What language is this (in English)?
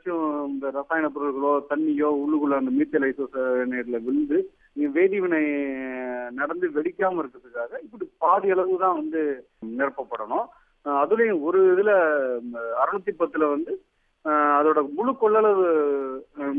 Tamil